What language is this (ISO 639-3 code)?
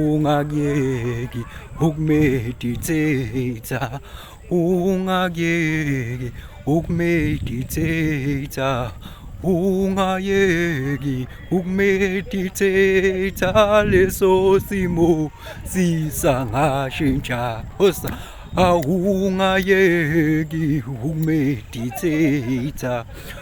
zul